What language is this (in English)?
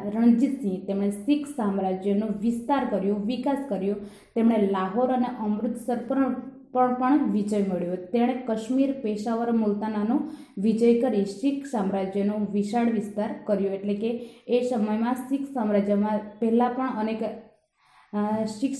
Gujarati